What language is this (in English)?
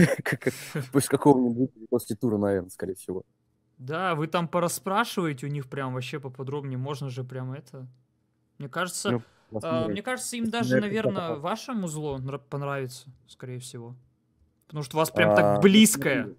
Russian